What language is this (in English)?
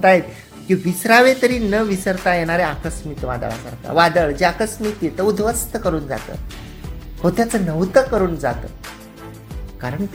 Marathi